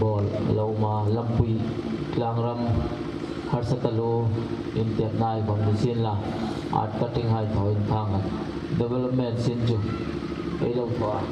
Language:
Hmar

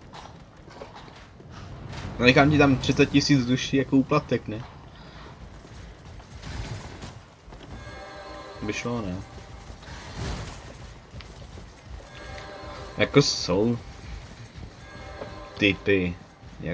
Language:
Czech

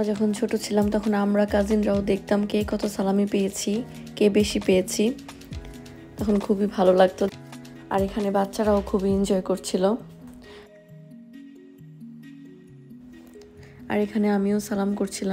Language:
Bangla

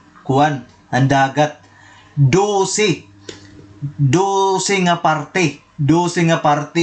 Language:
Waray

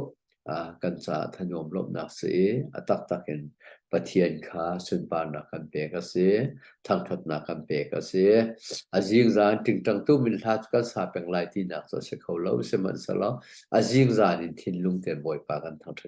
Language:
Hakha Chin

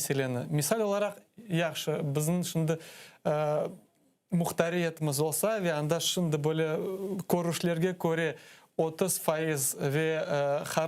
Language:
Crimean Tatar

